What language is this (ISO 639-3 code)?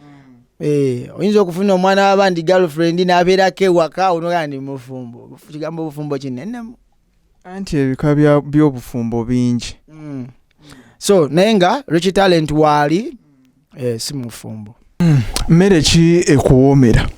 lug